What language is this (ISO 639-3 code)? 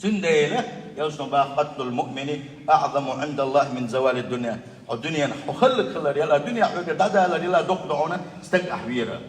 che